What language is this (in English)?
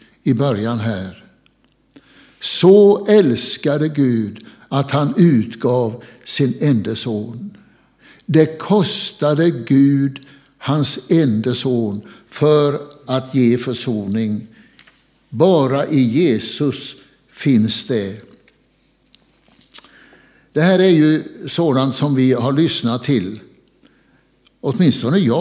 Swedish